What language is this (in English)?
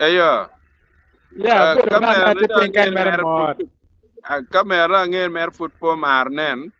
Acoli